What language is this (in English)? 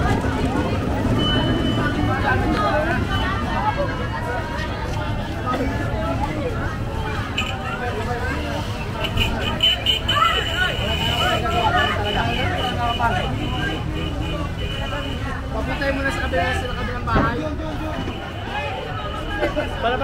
Filipino